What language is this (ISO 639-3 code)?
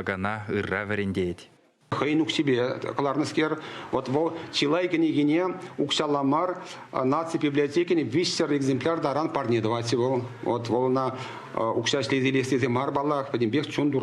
chv